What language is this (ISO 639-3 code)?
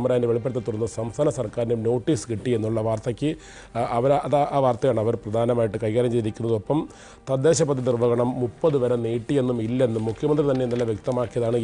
mal